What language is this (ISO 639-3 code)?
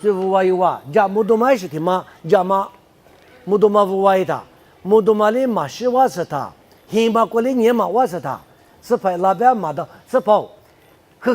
lis